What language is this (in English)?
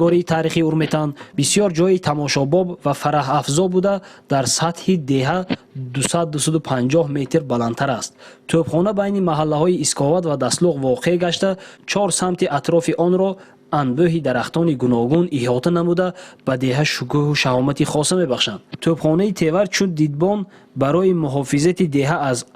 Tajik